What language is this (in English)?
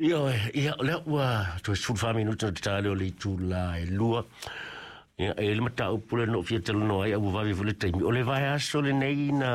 Samoan